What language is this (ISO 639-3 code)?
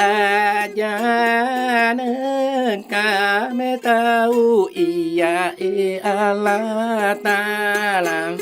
bug